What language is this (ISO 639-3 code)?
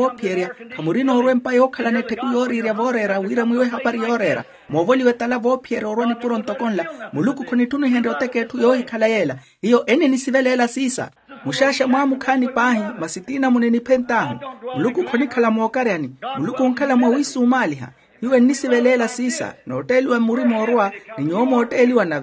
vmw